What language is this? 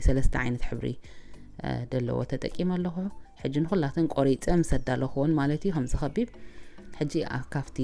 Tigrinya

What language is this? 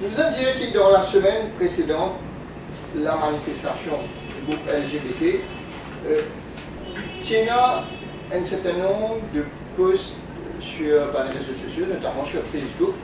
Morisyen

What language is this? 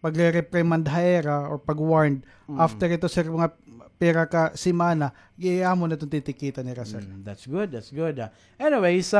Waray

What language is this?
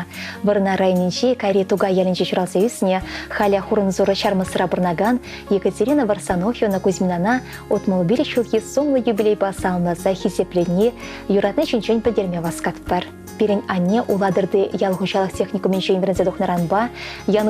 Chuvash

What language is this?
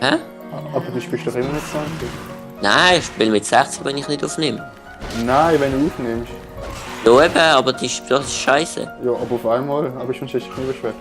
Swiss German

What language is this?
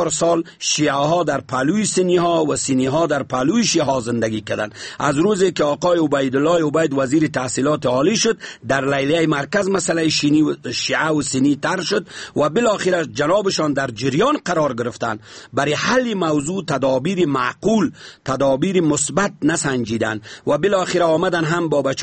Persian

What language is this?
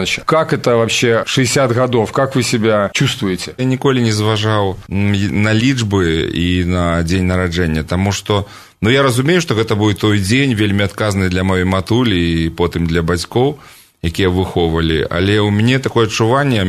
Belarusian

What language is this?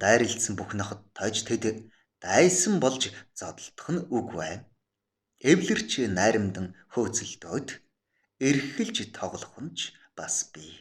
Mongolian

